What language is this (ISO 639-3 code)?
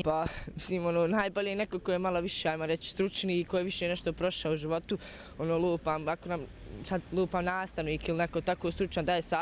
bos